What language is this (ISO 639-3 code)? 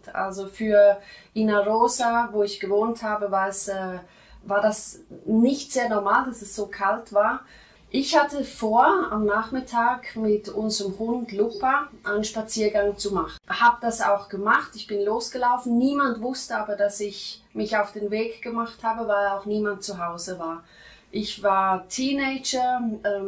deu